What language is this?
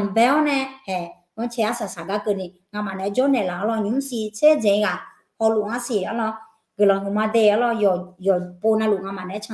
Akha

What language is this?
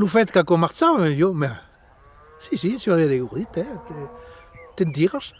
Occitan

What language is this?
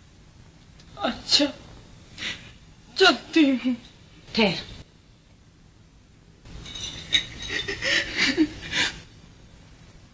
Hindi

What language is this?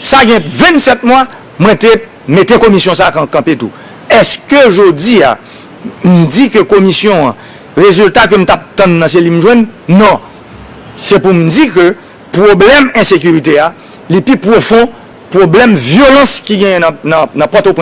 Haitian Creole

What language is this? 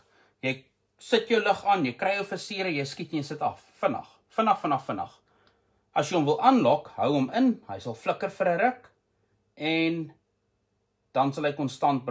Afrikaans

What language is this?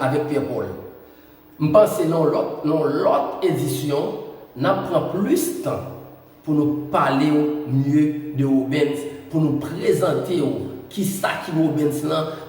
Haitian Creole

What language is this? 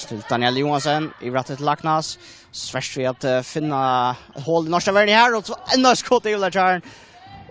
Faroese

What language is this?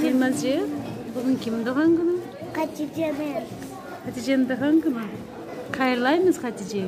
Crimean Tatar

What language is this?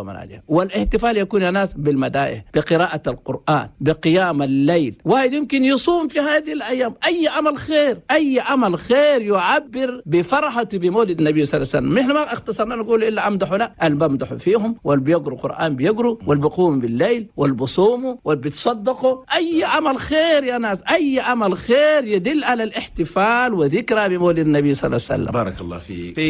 Chadian Arabic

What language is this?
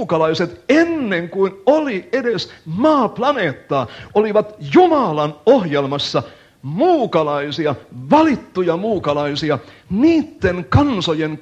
Finnish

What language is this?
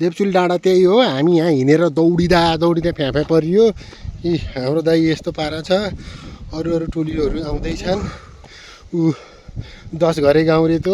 Nepali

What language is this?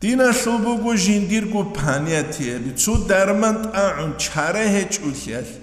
Avaric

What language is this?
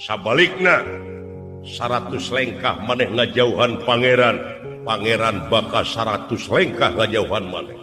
Sundanese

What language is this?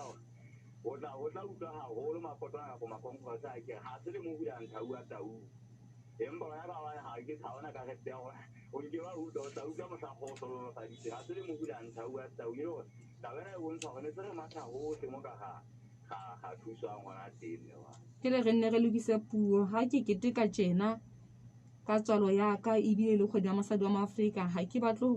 Southern Sotho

